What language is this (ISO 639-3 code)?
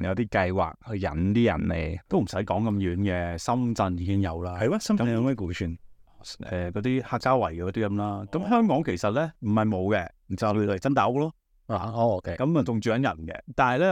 yue